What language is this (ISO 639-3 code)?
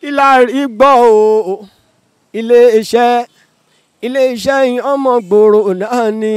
yor